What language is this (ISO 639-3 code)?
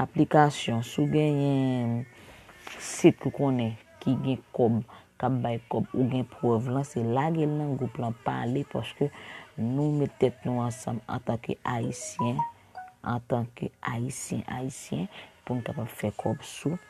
hat